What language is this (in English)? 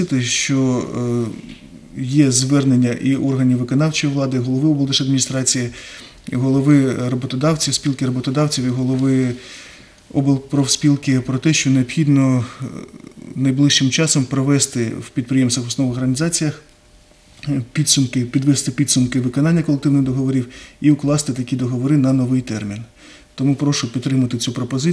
Ukrainian